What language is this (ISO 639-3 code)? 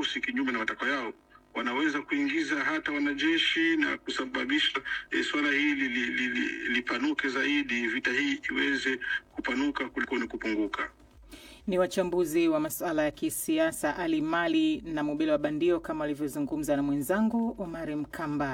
swa